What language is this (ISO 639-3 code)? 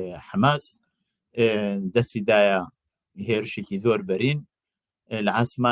ckb